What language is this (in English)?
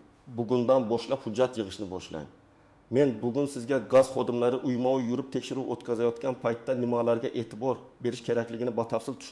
Uzbek